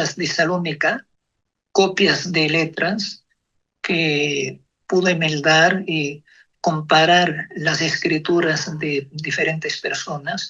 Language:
Ladino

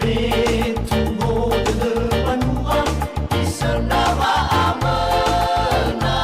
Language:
Nias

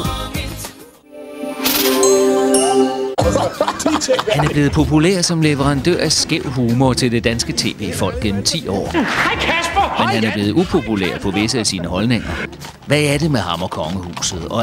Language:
Danish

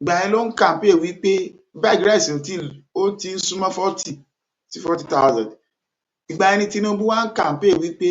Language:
Yoruba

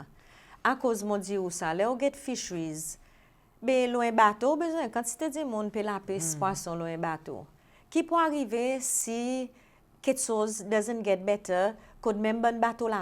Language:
Seselwa Creole French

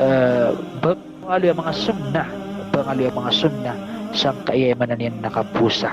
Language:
Maranao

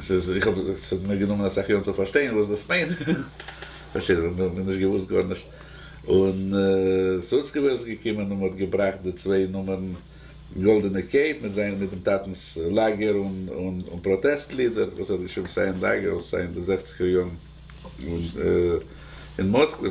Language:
Yiddish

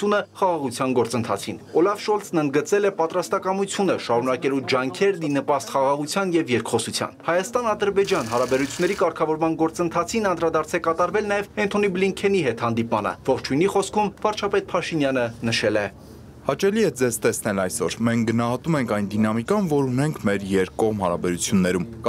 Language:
Armenian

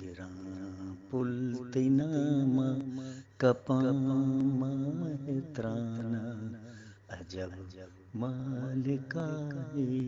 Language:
Eastern Balochi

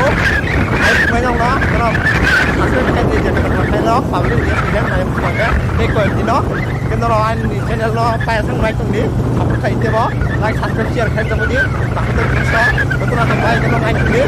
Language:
Kok Borok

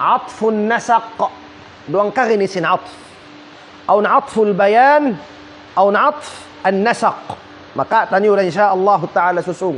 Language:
Tausug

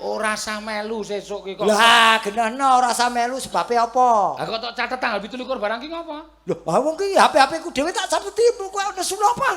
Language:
Javanese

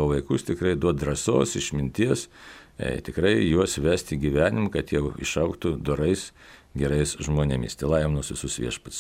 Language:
Lithuanian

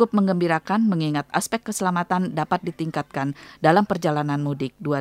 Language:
Indonesian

